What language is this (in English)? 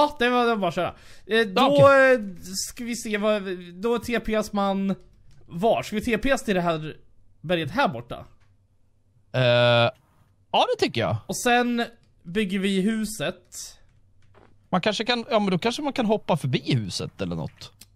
Swedish